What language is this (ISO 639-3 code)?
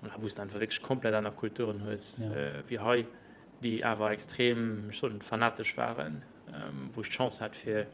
ltz